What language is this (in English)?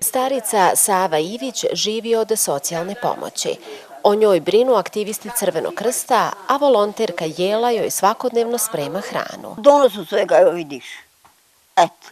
Bosnian